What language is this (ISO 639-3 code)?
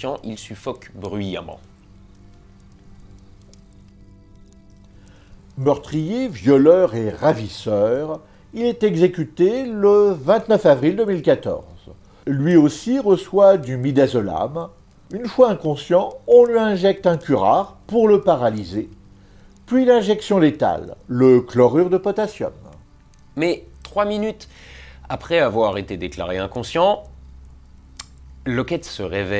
fra